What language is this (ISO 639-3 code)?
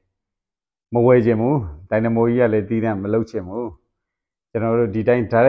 mya